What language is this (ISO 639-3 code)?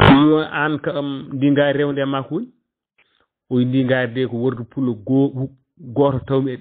ful